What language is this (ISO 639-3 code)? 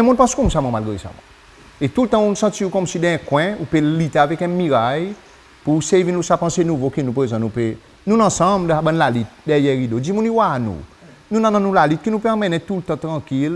crs